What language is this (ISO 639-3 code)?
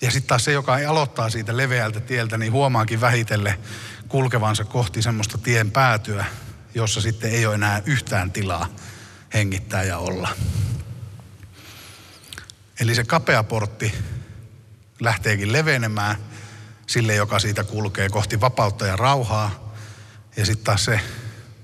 fin